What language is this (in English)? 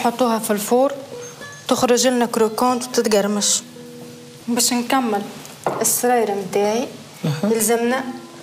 Tunisian Arabic